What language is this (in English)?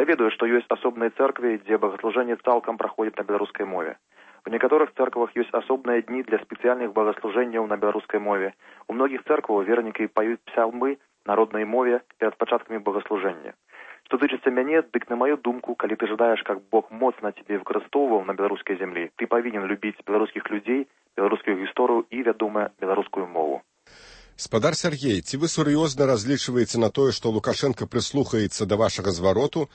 Belarusian